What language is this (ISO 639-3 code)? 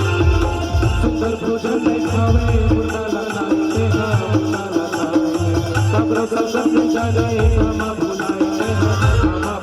hne